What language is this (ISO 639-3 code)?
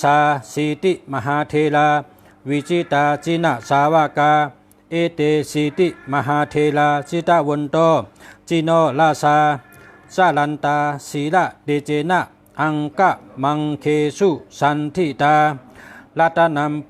shn